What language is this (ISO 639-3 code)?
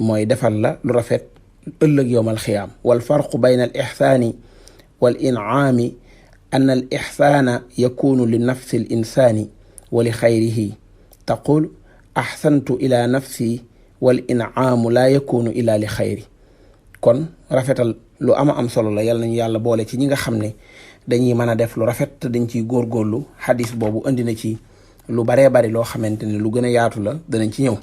wol